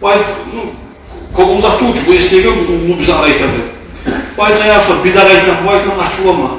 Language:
Kumyk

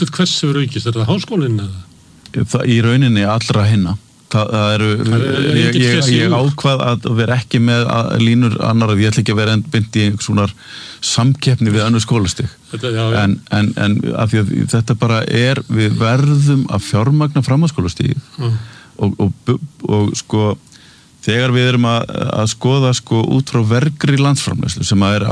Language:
Icelandic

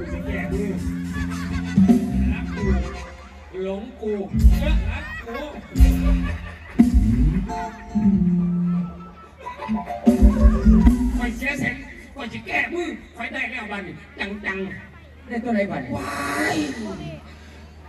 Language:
Thai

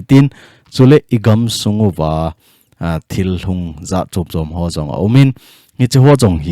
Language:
Thado Chin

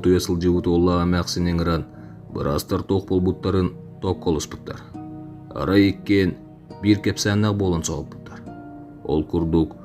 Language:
Yakut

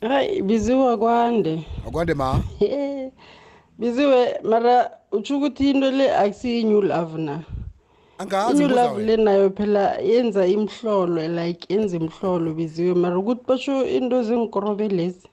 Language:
South Ndebele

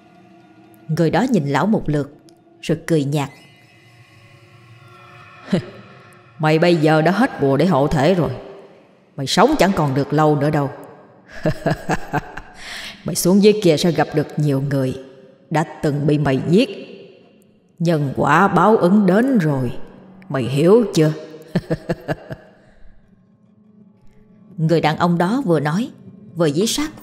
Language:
Vietnamese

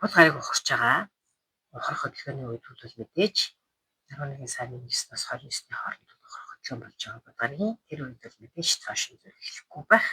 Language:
Mongolian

